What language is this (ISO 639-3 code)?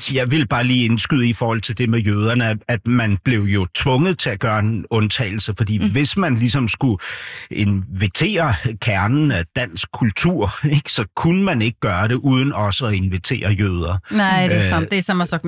nor